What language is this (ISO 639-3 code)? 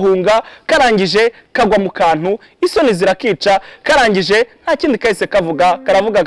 kin